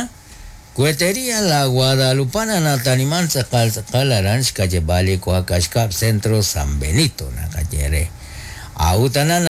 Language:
Kekchí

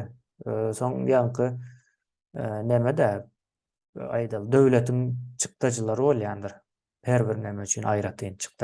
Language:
Turkmen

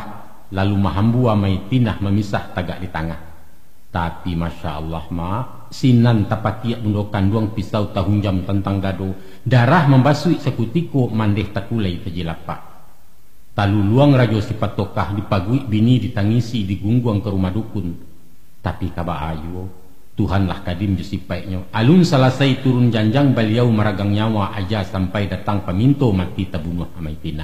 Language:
Minangkabau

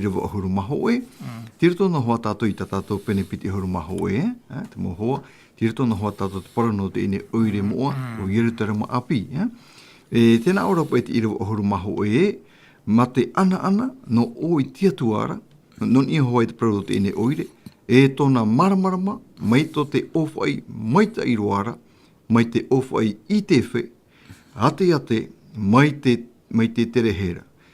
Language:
Tahitian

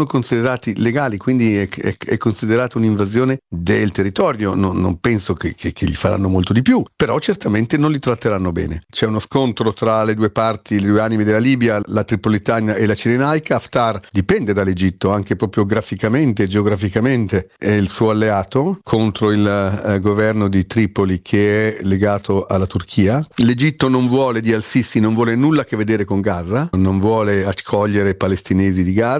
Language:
Italian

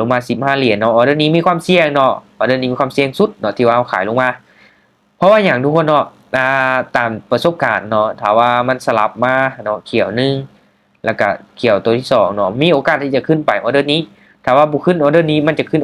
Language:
Lao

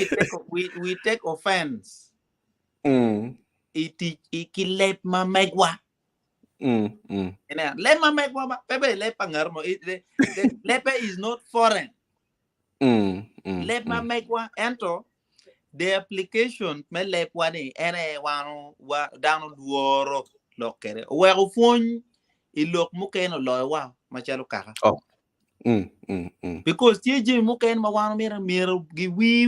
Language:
Acoli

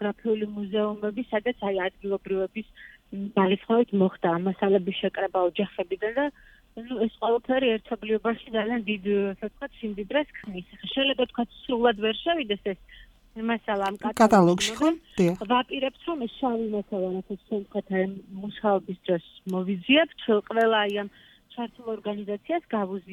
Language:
Georgian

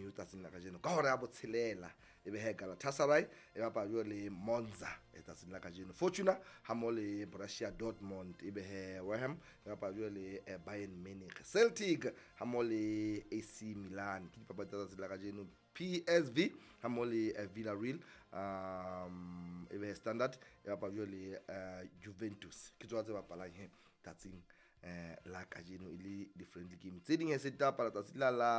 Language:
Southern Sotho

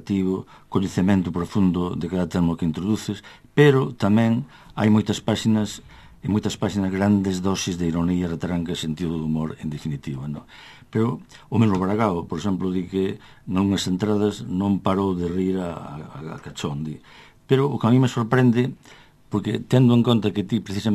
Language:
Galician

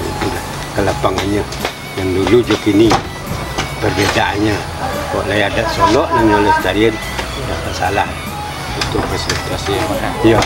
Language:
Minangkabau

